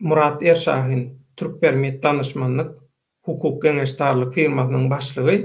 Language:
Turkmen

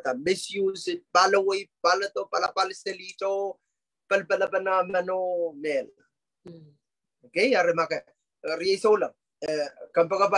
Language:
Pohnpeian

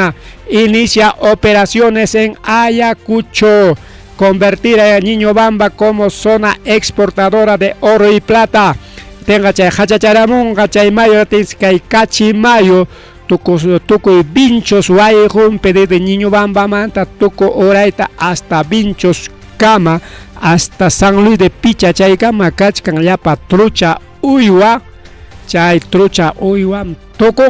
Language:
Ayacucho Quechua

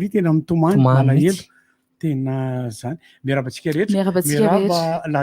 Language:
Malagasy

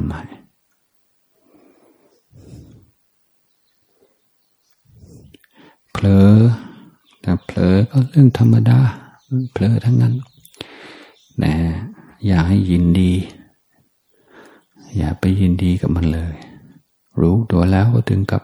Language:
Thai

